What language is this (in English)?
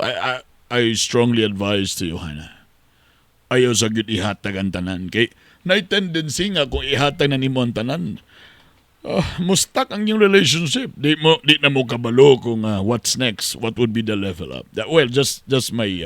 Cebuano